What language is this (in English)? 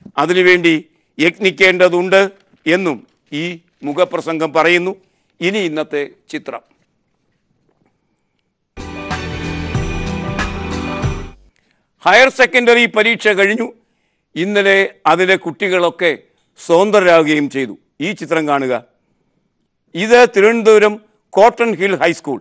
Malayalam